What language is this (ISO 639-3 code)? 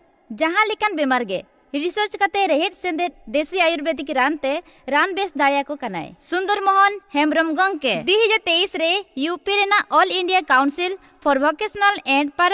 sat